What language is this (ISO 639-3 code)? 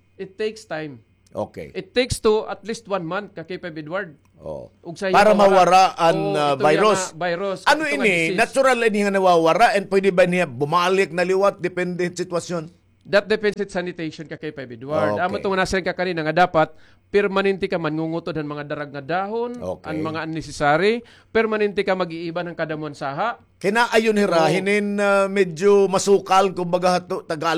war